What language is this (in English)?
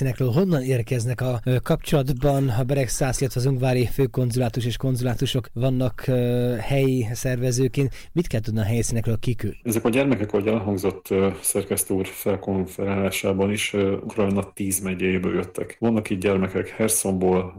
Hungarian